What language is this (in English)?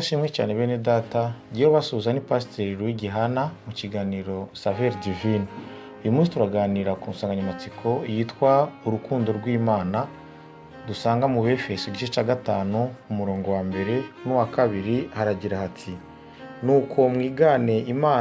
Kinyarwanda